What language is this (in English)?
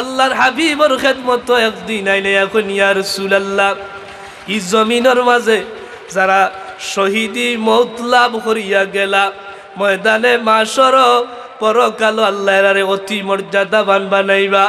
Sylheti